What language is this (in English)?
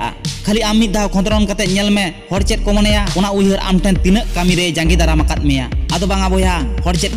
Santali